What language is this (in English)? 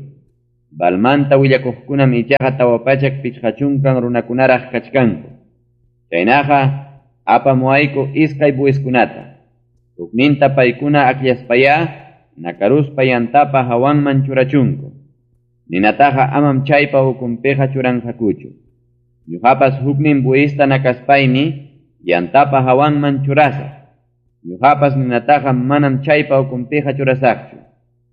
Ayacucho Quechua